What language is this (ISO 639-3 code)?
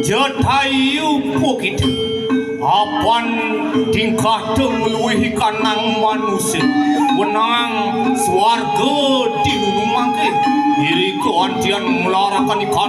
ban